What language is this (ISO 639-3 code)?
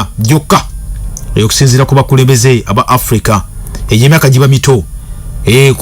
lug